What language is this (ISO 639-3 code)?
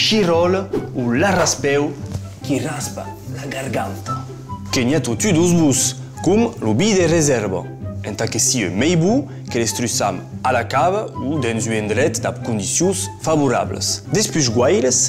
oci